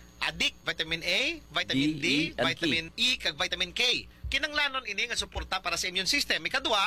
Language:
Hiligaynon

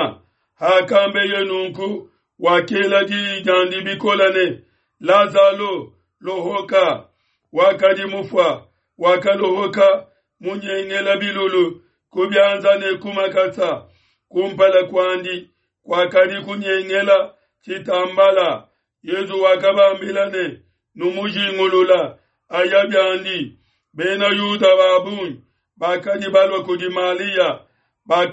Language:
Luba-Lulua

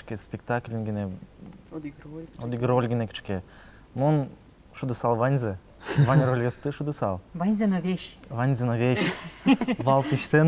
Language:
Udmurt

